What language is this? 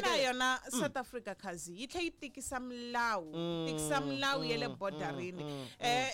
Tsonga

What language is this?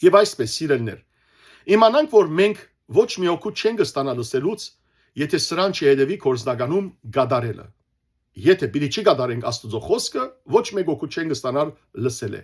Western Armenian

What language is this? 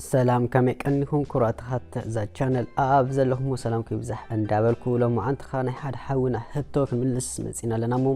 Tigrinya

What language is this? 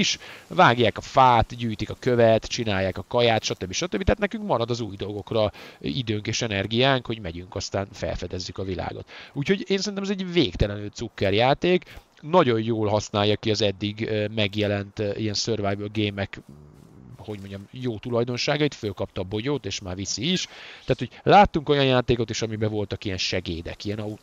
Hungarian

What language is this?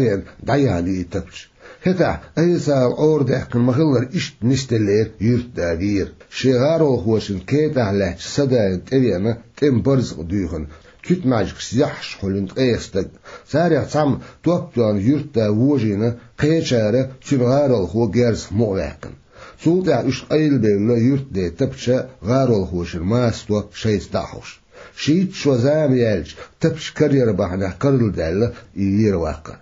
Chechen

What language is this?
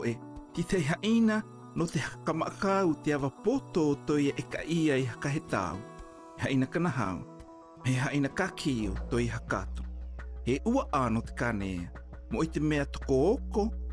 South Marquesan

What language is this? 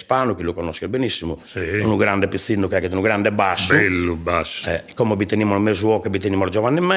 Sardinian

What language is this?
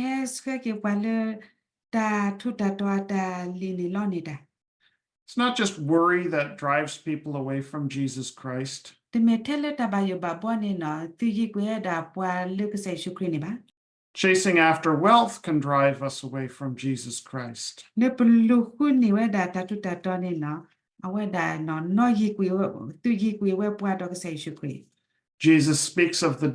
S'gaw Karen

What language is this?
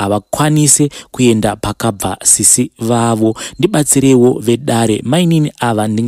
Shona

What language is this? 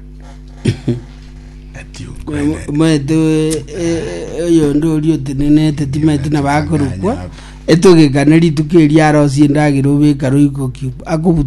Gusii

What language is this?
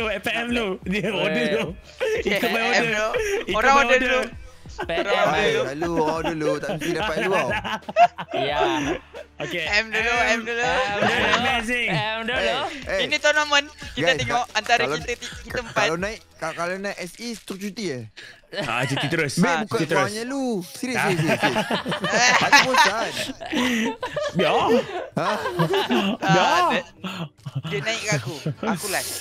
Malay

